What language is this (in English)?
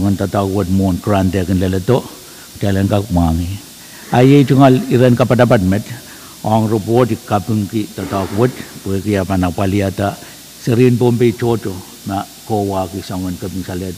Pohnpeian